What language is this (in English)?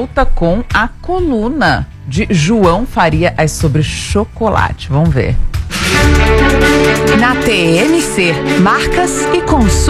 Portuguese